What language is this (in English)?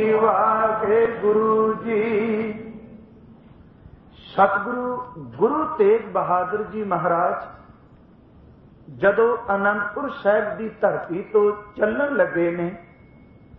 Punjabi